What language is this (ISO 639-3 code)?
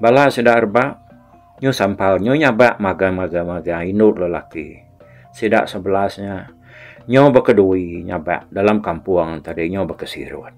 iba